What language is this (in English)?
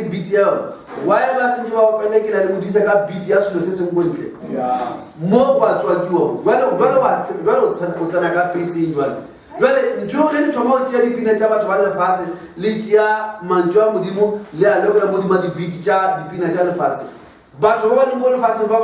Northern Sotho